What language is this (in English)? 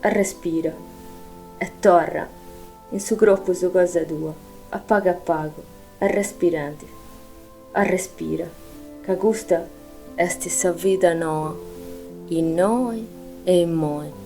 Sardinian